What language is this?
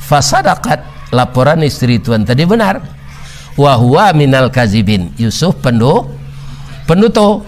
Minangkabau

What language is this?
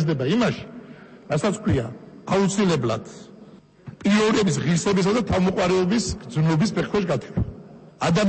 Georgian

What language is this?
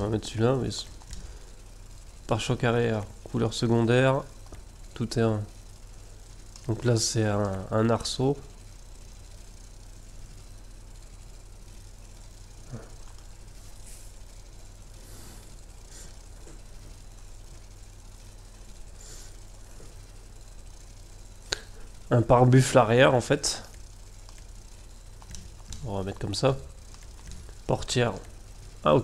French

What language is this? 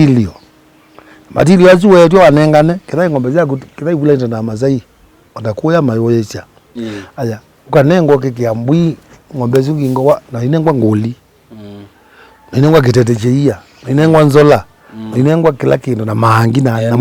Kamba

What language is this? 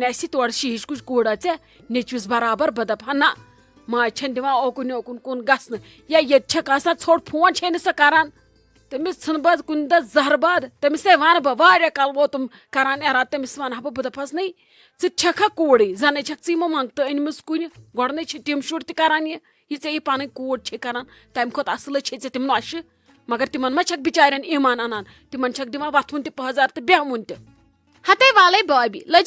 Kashmiri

